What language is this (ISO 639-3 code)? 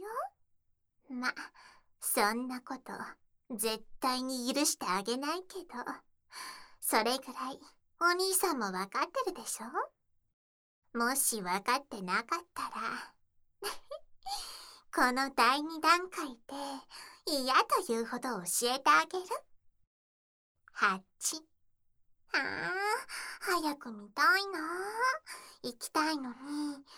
jpn